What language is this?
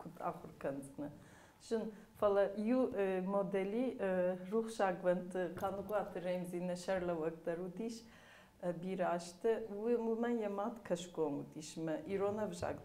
Ossetic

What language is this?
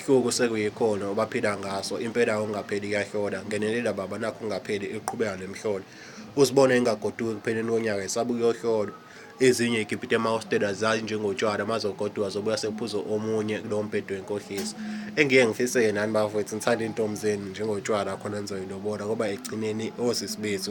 Zulu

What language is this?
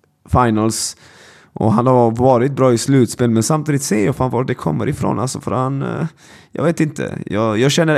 Swedish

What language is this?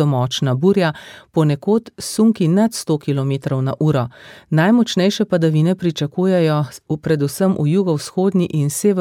Slovenian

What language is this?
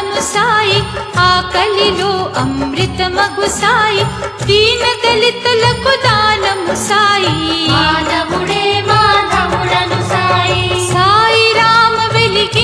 Telugu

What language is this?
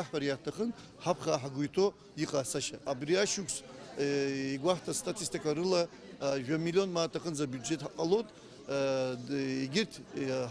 Abkhazian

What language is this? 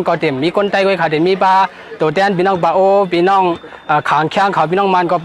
Shan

